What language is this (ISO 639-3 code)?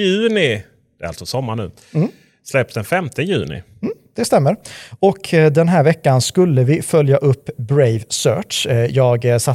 swe